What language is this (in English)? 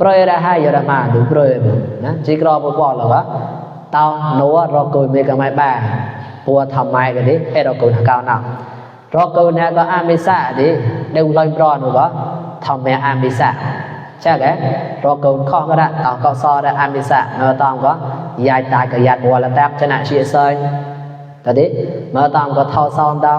Mon